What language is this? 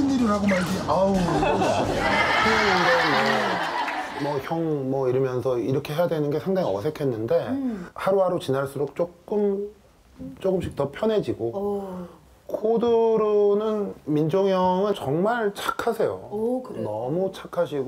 Korean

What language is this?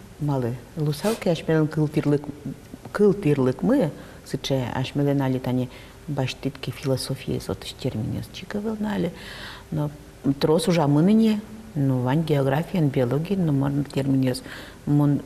Udmurt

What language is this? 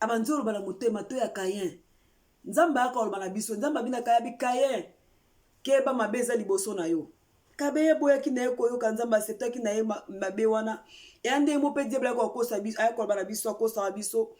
Lingala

